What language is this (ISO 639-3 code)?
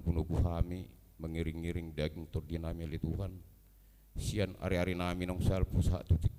bbc